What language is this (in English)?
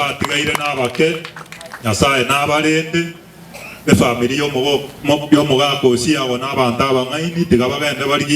Gusii